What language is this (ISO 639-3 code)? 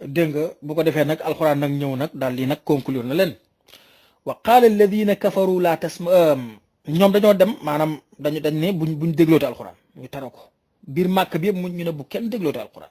wol